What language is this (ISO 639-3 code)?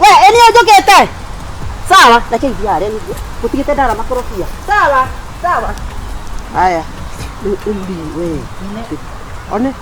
kik